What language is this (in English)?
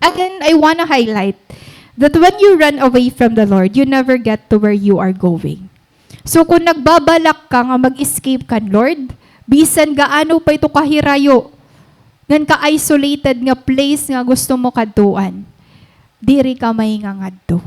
Waray